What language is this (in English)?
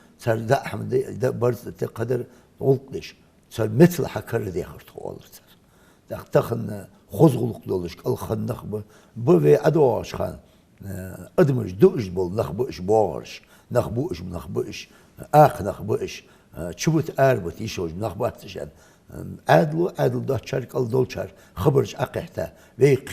Ingush